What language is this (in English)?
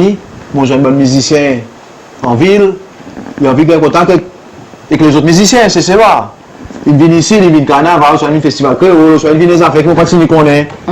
Seselwa Creole French